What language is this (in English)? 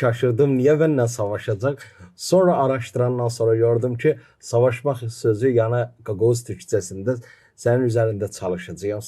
Gagauz